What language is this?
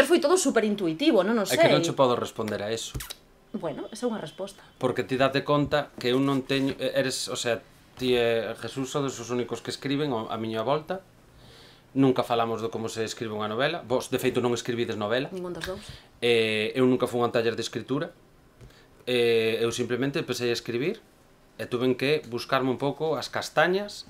Galician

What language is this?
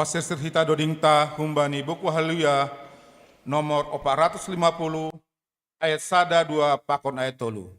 Batak Simalungun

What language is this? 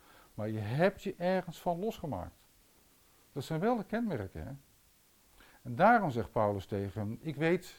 Dutch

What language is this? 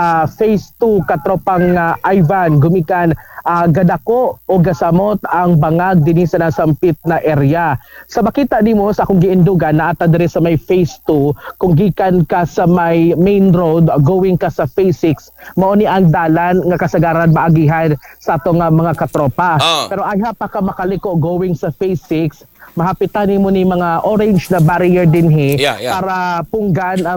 Cebuano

